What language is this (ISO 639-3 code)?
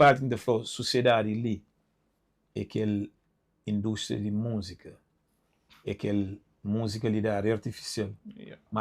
kea